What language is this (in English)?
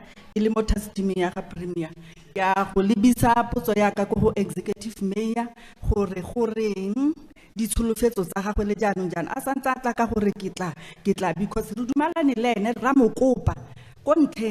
Tswana